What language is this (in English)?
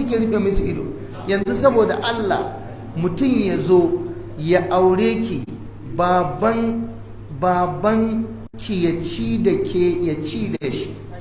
Hausa